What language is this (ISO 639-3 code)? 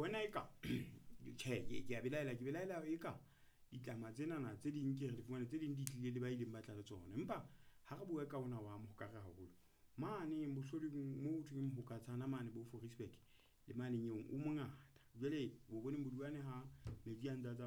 sot